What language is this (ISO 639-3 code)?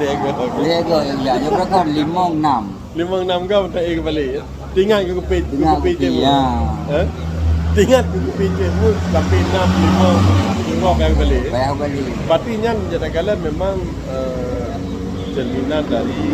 ace